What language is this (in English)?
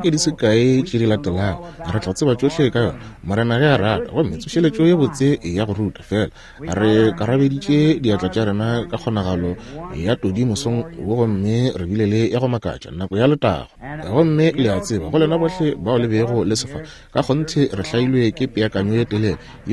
Northern Sotho